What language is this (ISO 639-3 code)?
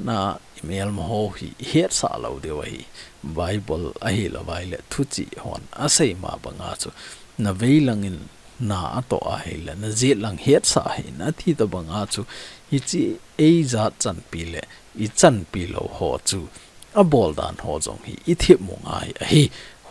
tcz